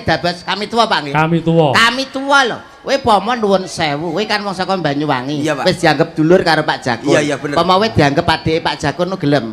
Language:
Javanese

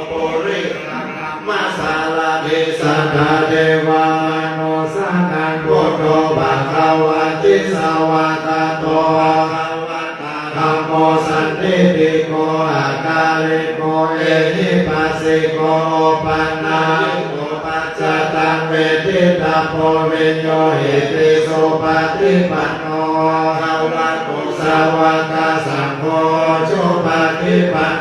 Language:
Pali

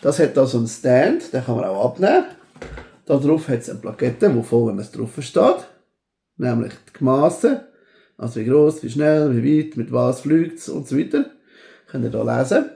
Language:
Swiss German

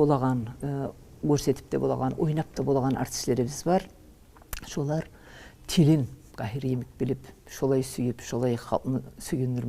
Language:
Kumyk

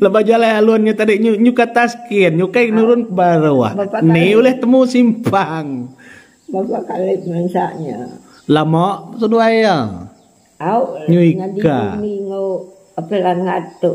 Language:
Iban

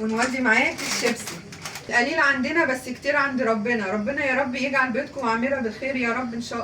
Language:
Egyptian Arabic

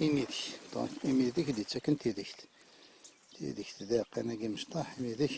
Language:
Kabyle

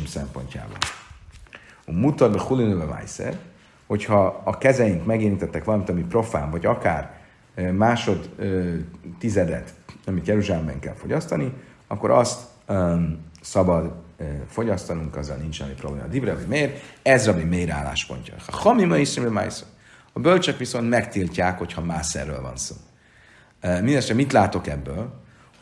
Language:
Hungarian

